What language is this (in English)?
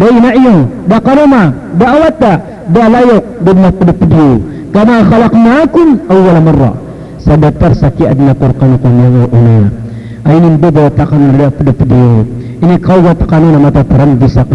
Maranao